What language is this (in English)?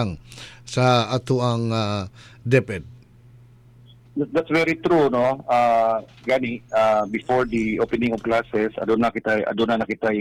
Cebuano